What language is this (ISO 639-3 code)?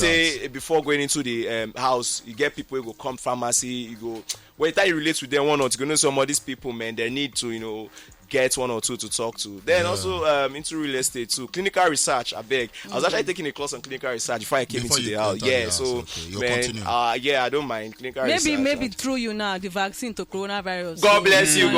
pcm